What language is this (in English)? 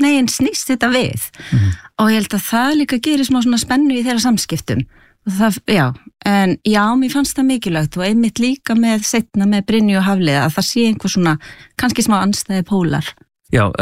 Icelandic